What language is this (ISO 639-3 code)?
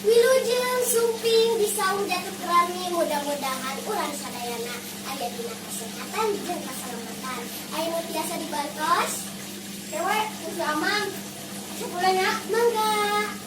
sun